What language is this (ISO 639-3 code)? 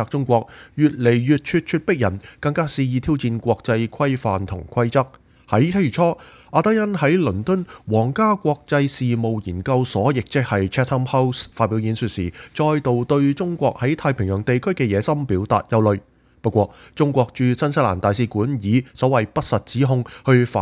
yue